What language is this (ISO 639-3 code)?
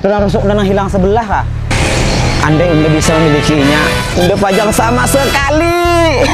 bjn